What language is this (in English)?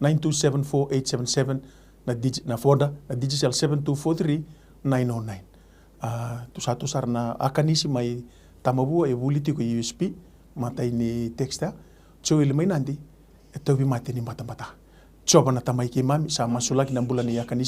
Fijian